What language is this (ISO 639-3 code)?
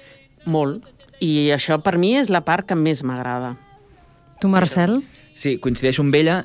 cat